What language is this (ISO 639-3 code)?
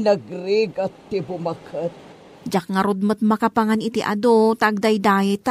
ilo